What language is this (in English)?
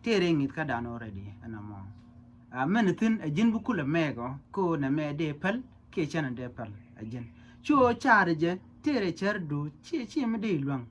Nuer